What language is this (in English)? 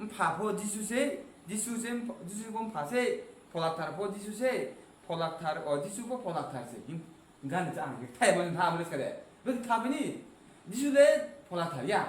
Riang (India)